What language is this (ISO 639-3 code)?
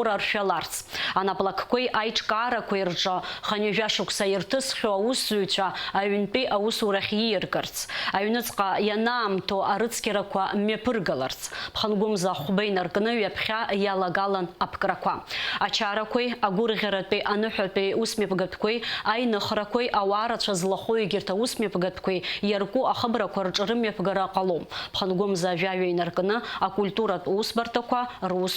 abk